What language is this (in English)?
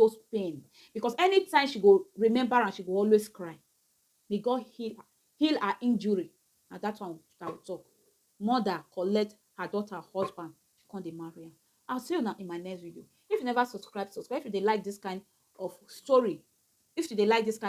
Nigerian Pidgin